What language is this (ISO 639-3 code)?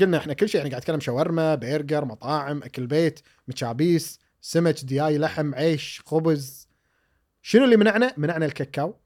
afb